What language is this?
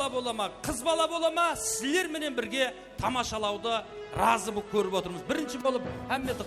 Kara-Kalpak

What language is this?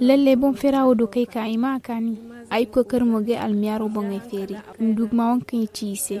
Zarma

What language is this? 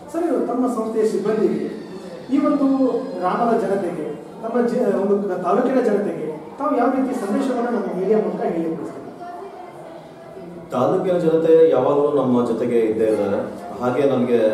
Kannada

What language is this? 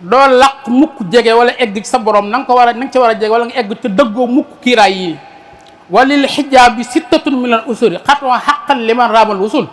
Wolof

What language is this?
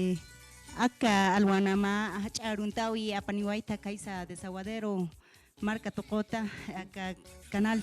Aymara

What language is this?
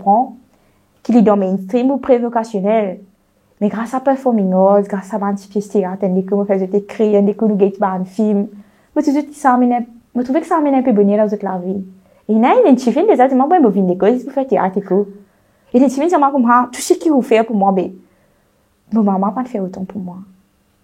Morisyen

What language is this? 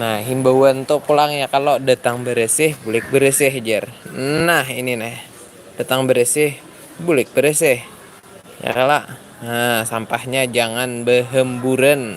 Banjar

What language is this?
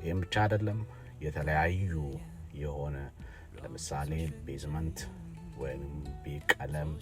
Amharic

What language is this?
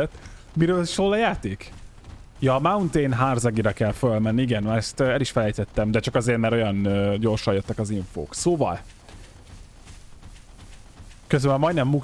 Hungarian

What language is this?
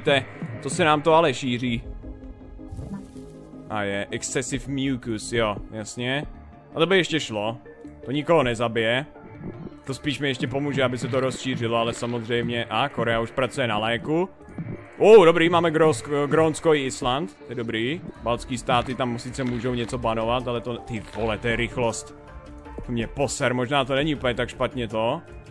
Czech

